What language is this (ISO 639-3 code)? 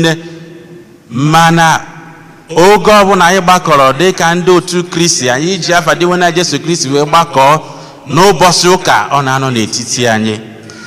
ibo